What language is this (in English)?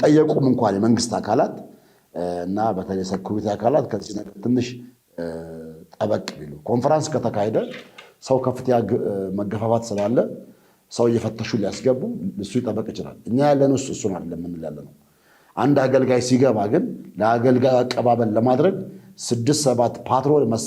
Amharic